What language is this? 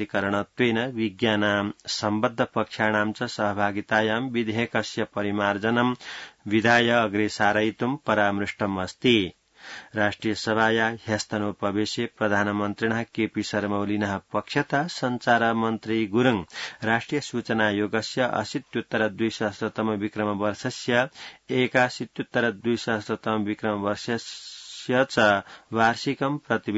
Sanskrit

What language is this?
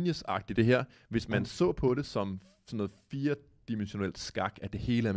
Danish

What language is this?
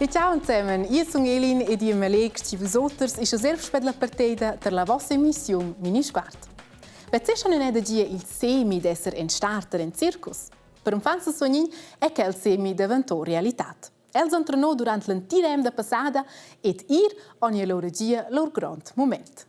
Romansh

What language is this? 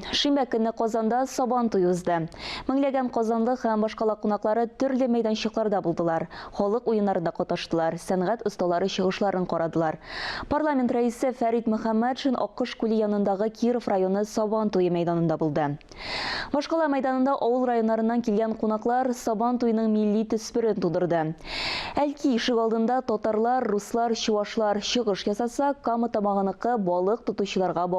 Tatar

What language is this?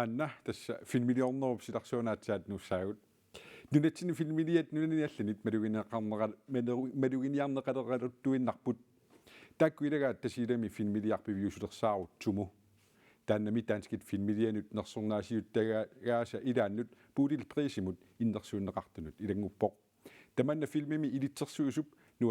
Kalaallisut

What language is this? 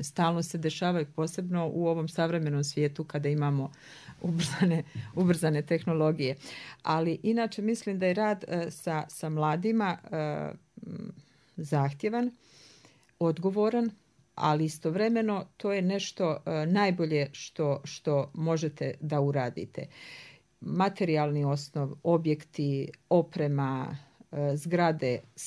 Serbian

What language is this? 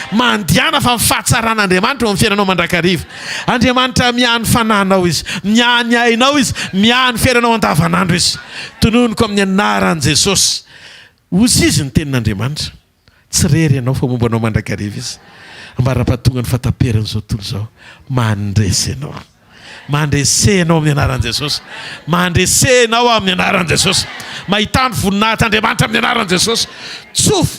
Malagasy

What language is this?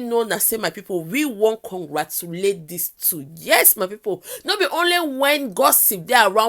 Nigerian Pidgin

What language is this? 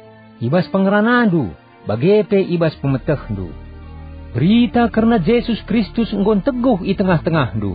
Batak Karo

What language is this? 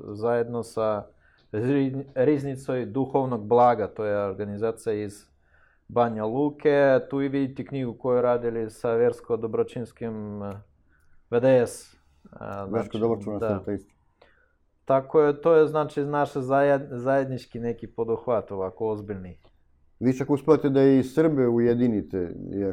Serbian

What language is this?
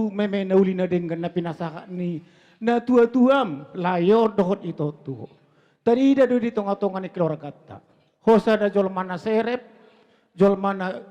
Batak Toba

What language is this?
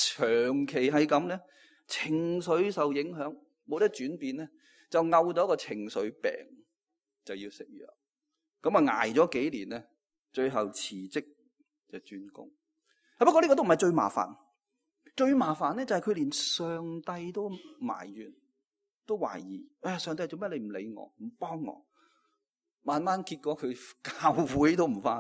Cantonese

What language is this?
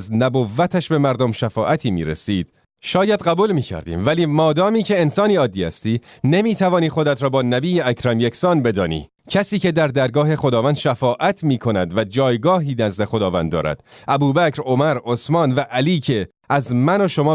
Tajik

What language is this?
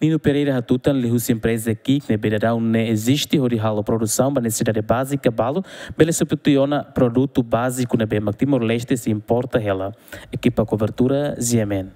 Tetum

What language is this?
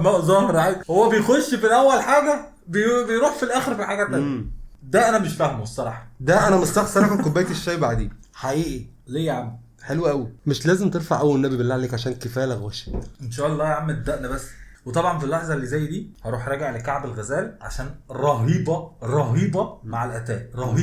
Egyptian Arabic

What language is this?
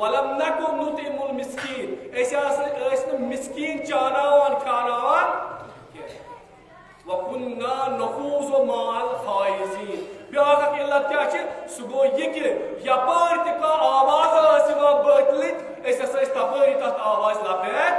Kashmiri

